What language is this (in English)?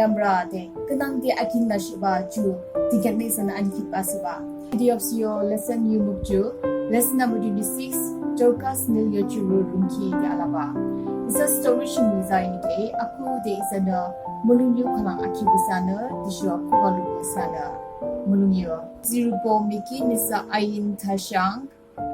Yimchungru Naga